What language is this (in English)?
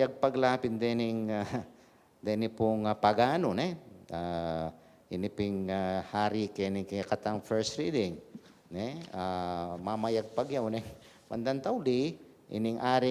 Pampanga